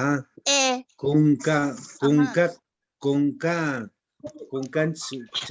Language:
Quechua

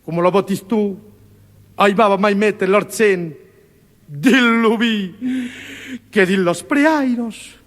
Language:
Occitan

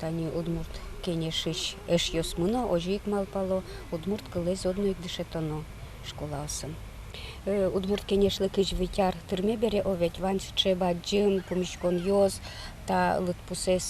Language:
Udmurt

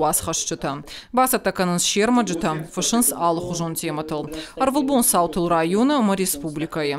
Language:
Ossetic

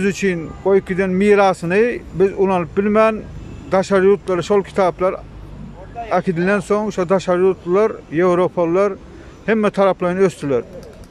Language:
Turkmen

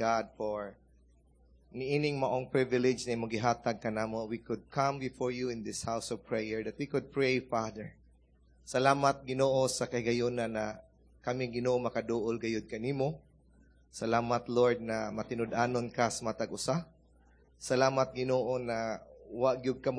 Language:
Cebuano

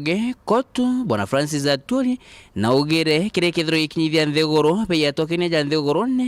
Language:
Meru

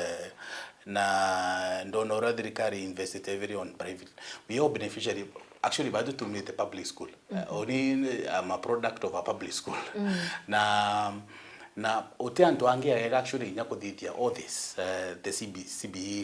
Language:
Meru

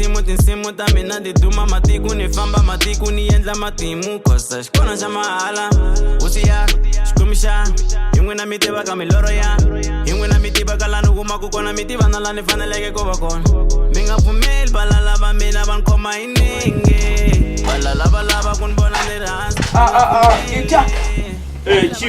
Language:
Tsonga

